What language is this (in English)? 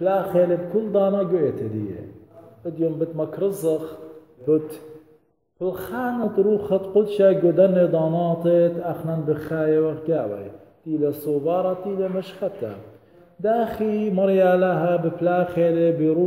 Assyrian Neo-Aramaic